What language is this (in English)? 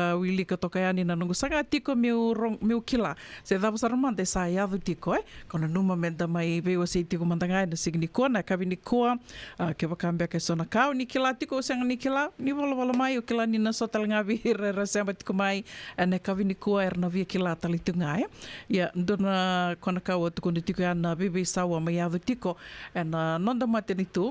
Fijian